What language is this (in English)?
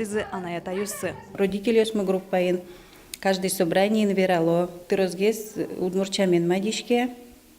Udmurt